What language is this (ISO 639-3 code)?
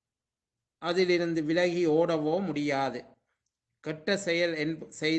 tam